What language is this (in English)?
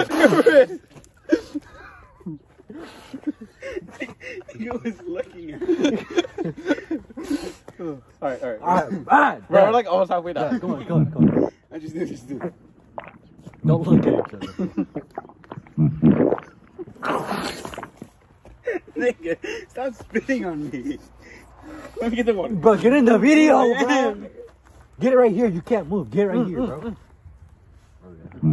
English